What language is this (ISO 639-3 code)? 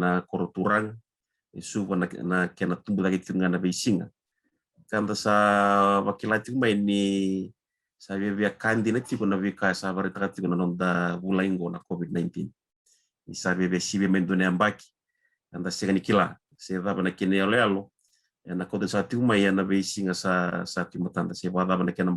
fij